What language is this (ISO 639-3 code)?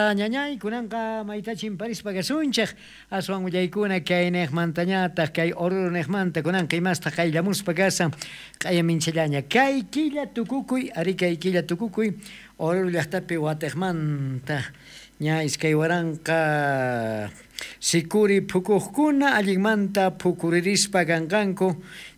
quh